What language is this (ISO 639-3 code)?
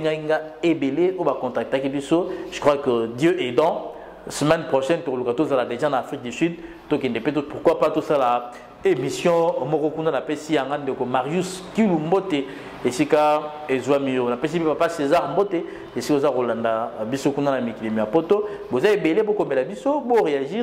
lin